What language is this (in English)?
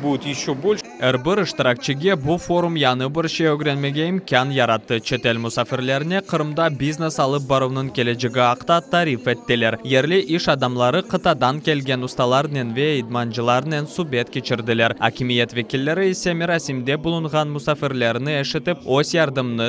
Crimean Tatar